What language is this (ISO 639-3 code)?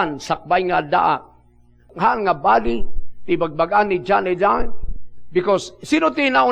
ilo